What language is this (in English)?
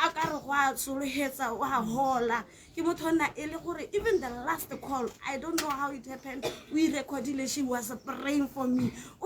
Tswana